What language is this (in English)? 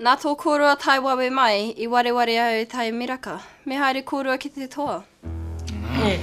Māori